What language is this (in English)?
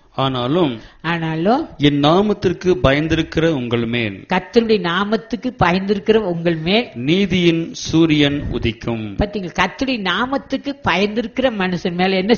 Tamil